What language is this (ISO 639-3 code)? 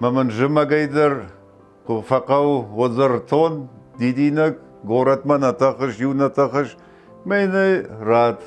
oss